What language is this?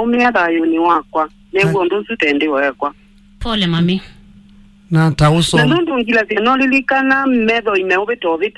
Kamba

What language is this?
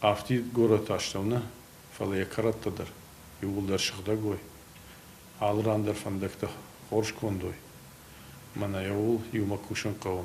Ossetic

